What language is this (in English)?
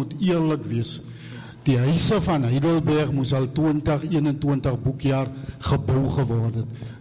Afrikaans